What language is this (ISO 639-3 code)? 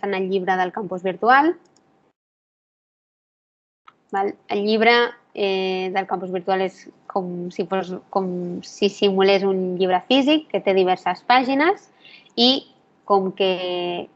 cat